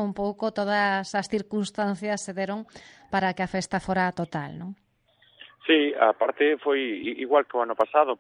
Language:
Galician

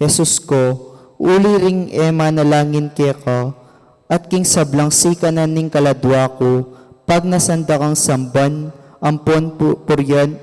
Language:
Pampanga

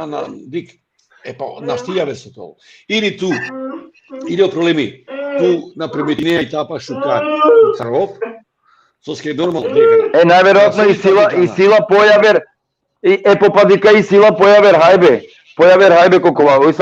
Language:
Balkan Romani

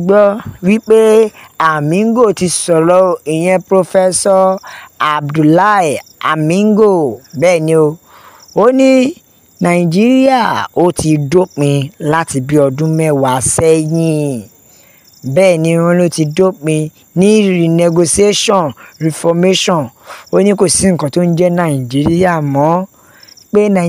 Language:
Yoruba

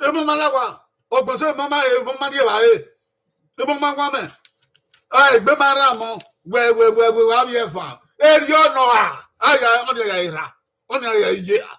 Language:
Bini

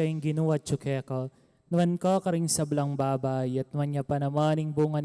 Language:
Pampanga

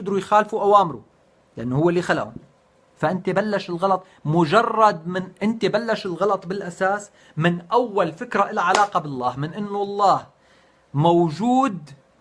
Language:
North Levantine Arabic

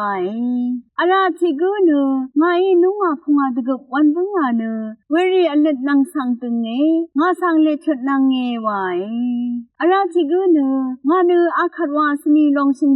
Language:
Rawang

